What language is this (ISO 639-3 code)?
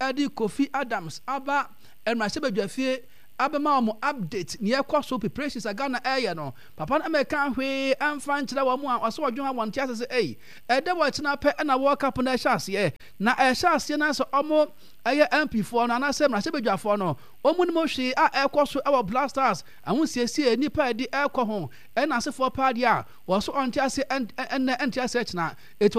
aka